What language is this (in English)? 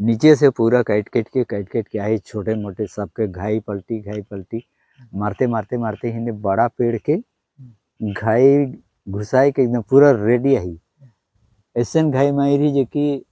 Sadri